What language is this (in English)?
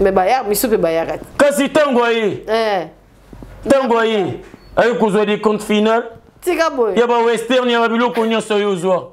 Lingala